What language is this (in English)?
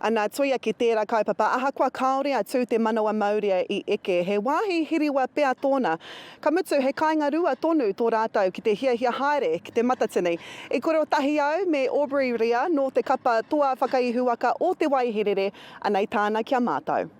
Māori